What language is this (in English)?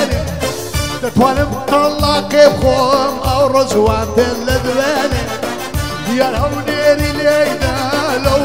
Central Kurdish